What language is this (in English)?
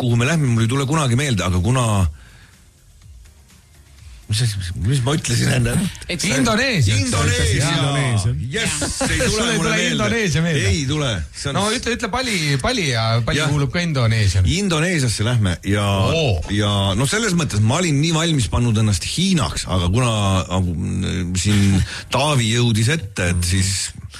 Estonian